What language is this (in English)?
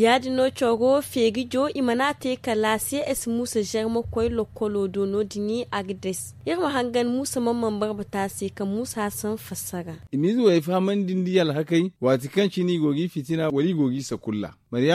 Zarma